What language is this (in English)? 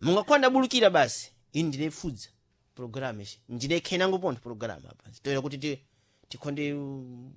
Sena